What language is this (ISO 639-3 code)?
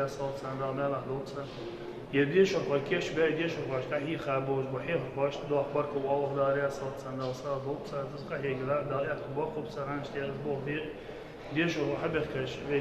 inh